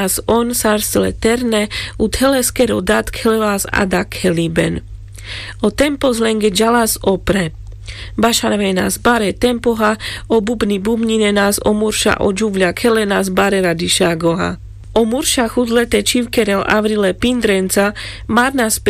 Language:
Carpathian Romani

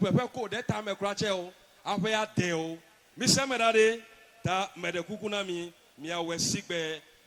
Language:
Ewe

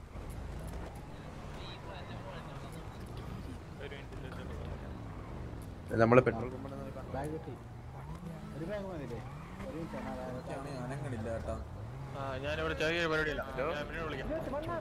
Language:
Malayalam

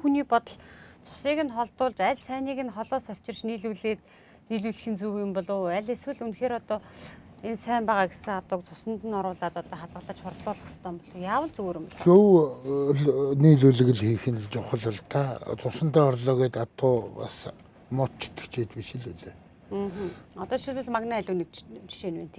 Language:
Mongolian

